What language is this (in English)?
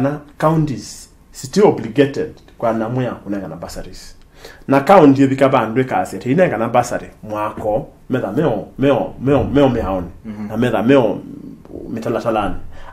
Kamba